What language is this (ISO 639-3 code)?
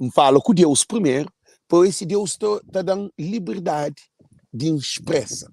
kea